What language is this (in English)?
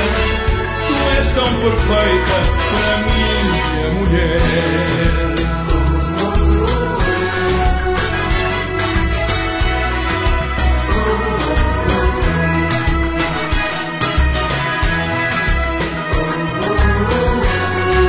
Portuguese